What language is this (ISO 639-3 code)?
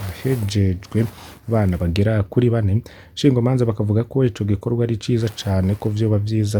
run